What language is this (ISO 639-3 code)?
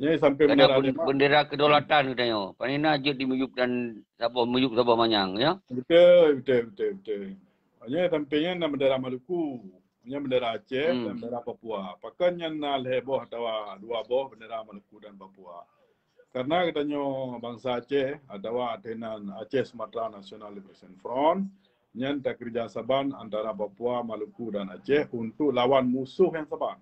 ace